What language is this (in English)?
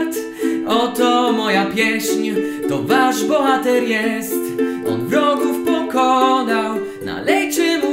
Polish